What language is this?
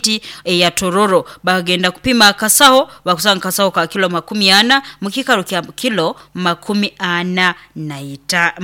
Nyoro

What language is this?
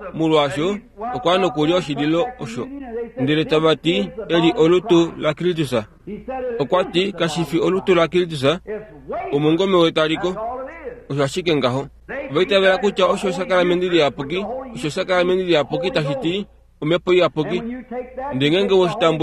Kuanyama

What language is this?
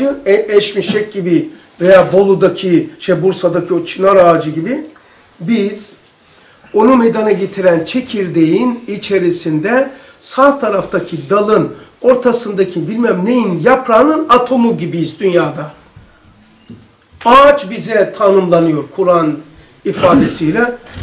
Turkish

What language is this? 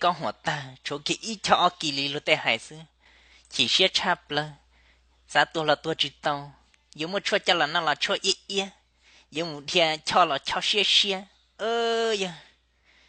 Hmong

